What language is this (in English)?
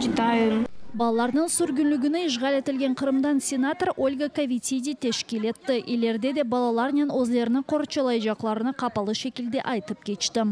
Crimean Tatar